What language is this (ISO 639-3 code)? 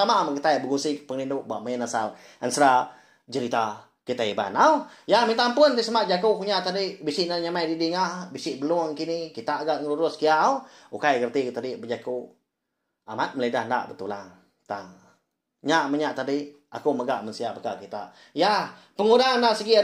iba